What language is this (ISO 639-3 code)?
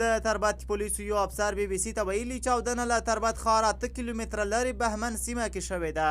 pus